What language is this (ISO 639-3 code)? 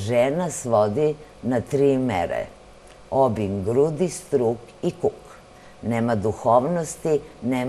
srp